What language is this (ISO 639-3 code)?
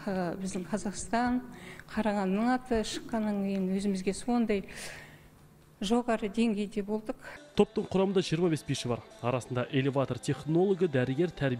kaz